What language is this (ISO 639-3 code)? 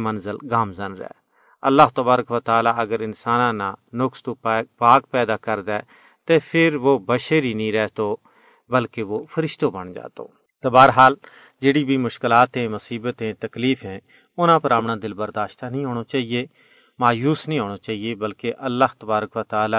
gju